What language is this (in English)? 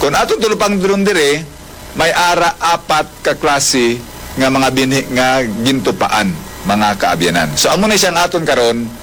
Hiligaynon